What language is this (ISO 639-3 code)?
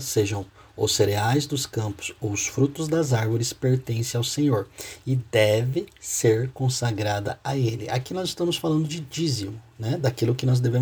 por